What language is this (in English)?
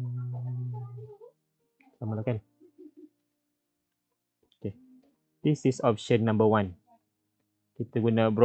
Malay